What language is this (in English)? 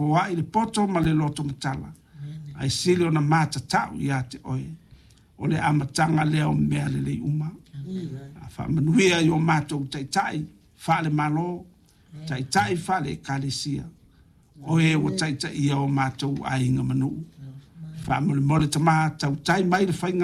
Samoan